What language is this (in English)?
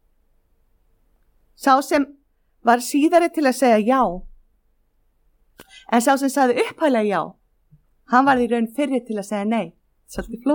Icelandic